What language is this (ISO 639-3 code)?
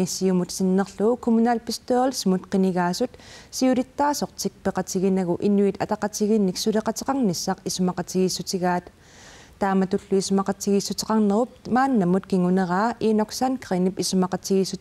kal